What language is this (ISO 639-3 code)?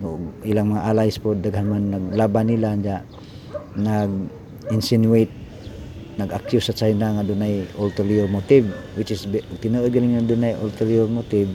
ceb